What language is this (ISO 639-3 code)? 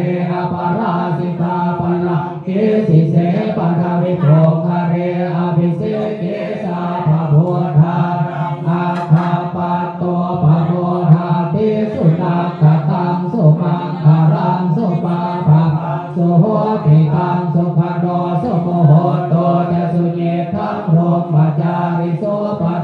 pli